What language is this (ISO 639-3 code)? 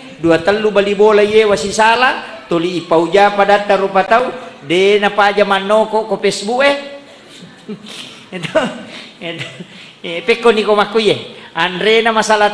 bug